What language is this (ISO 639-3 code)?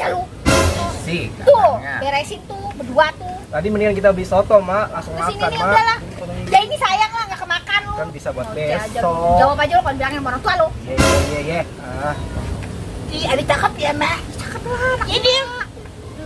bew